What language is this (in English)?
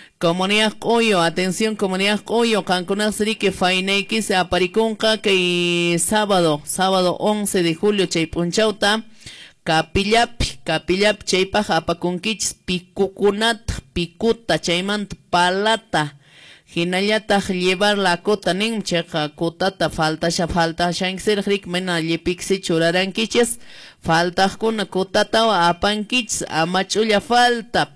Quechua